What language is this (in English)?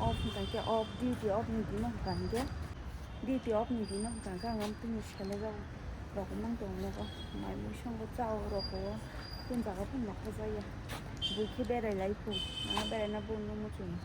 Kok Borok